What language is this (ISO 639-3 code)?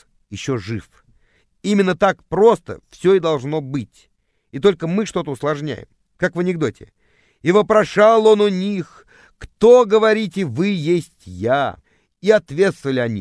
rus